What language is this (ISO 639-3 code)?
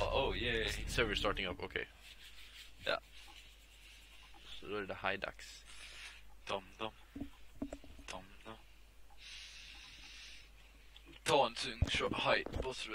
swe